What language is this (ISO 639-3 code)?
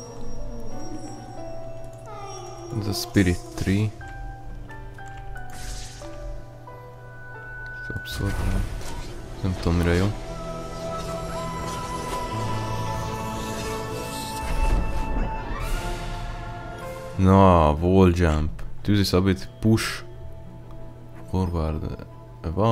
hun